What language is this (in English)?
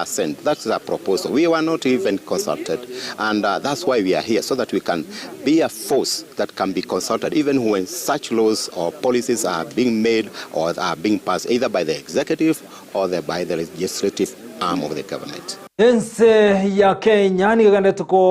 Gusii